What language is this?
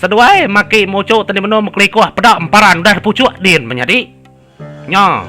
Iban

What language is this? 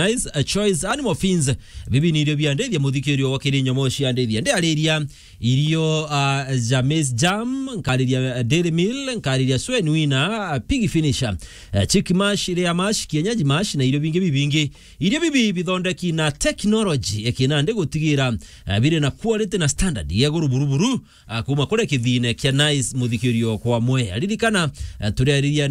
Meru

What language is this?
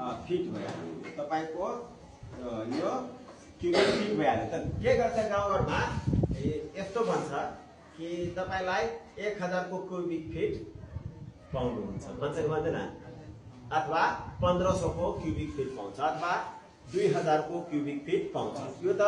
Nepali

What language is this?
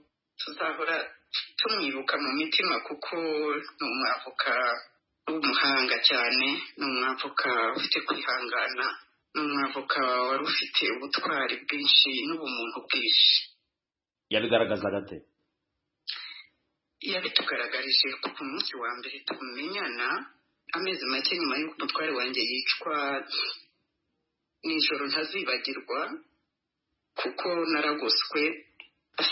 Kinyarwanda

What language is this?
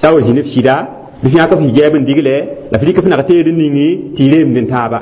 Mossi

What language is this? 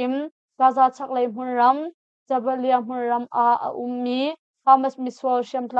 Hakha Chin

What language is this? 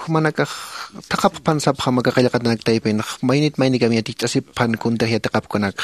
Aymara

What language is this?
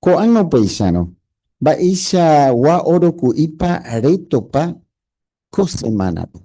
Guarani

